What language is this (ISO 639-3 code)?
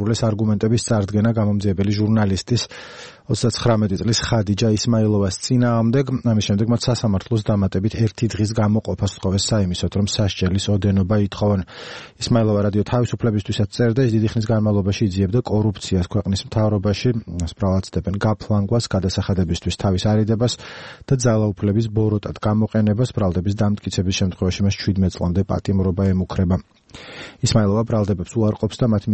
kat